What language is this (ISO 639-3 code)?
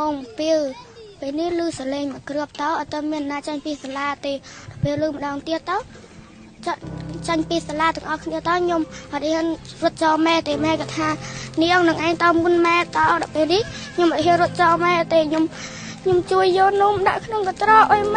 khm